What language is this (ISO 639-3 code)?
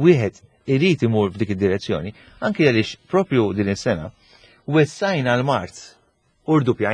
mlt